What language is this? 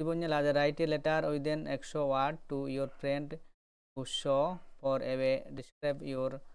Santali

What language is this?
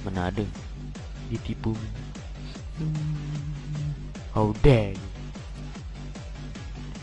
Malay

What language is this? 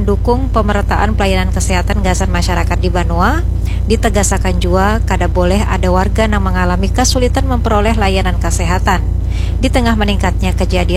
Banjar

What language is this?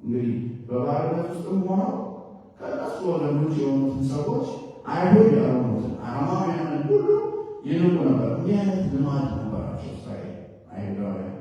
Amharic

